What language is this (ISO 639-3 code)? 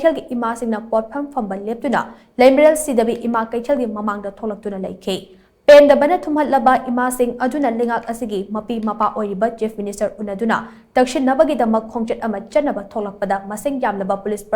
mni